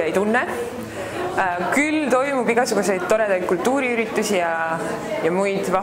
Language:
Estonian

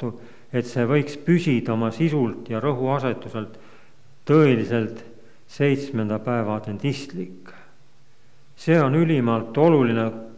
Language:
Estonian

